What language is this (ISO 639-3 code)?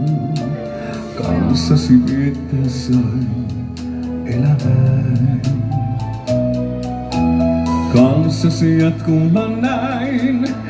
fin